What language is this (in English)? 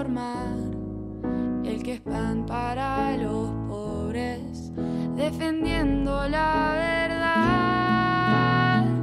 Spanish